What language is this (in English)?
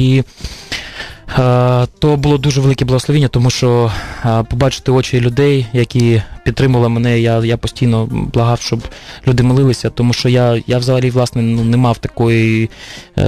Ukrainian